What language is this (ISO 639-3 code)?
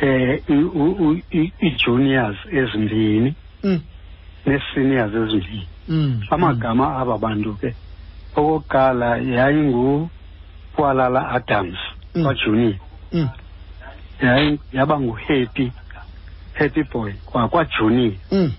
xho